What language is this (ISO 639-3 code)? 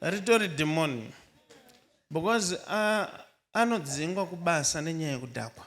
sna